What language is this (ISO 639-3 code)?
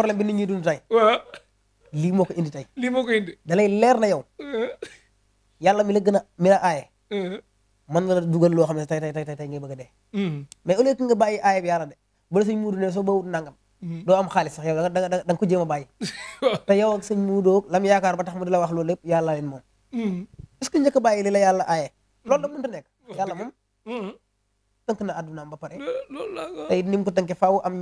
wol